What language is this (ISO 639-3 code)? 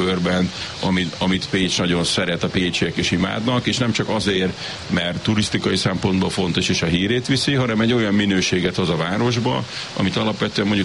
hun